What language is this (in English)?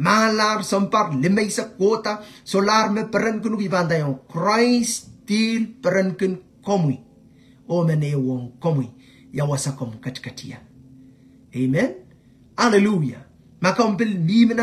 Pohnpeian